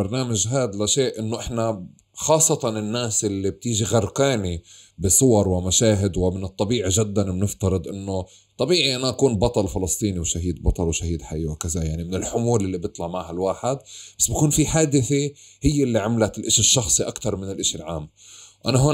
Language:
North Levantine Arabic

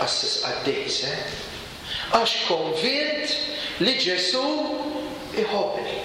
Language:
Maltese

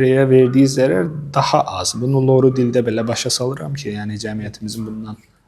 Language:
Azerbaijani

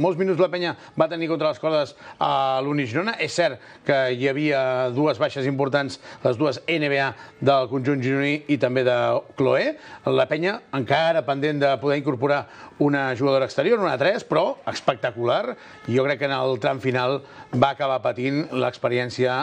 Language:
Catalan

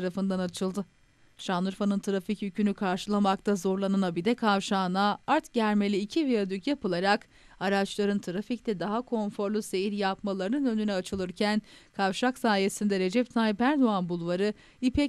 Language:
Turkish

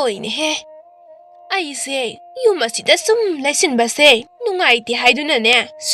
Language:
Manipuri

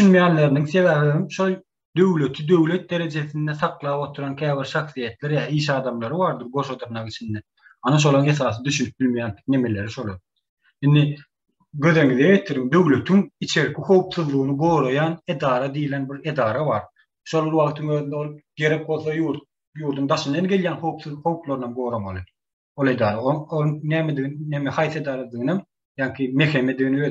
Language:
Turkmen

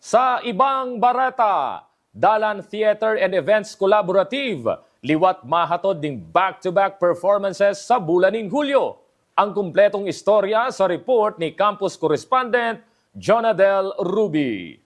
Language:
Bikol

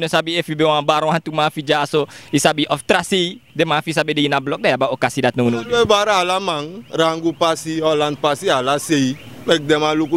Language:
Sranan Tongo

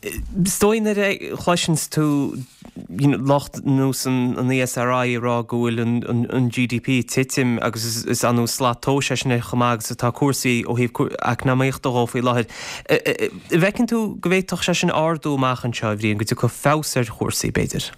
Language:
Irish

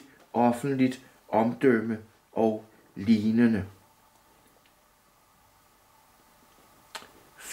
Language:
Danish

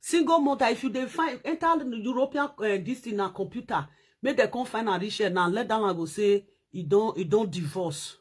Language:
Nigerian Pidgin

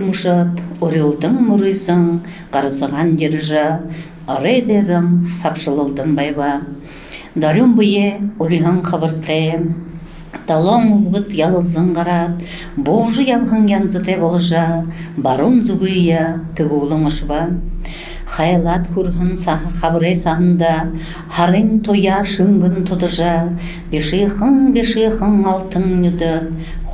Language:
Buriat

